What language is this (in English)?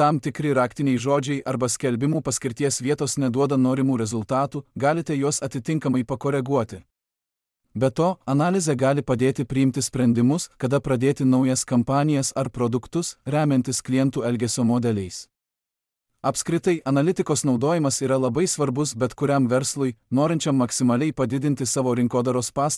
Lithuanian